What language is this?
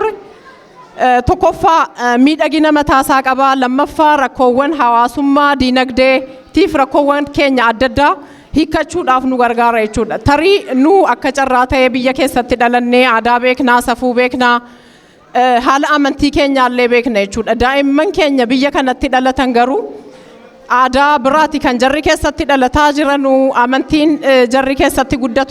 Oromo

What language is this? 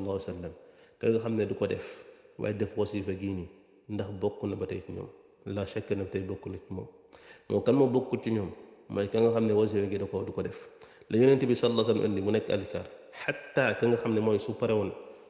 Wolof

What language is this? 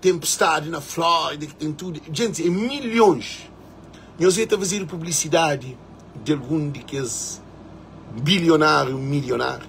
Kabuverdianu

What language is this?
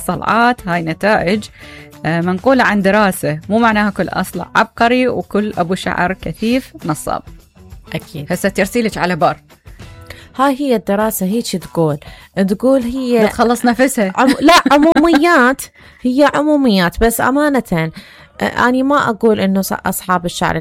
Mesopotamian Arabic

